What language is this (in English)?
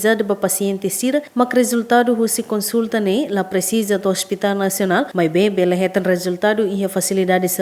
Tetum